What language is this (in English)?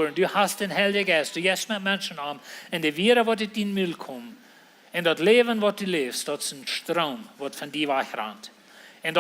Plautdietsch